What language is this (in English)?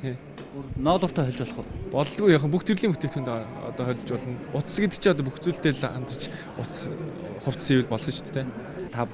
Mongolian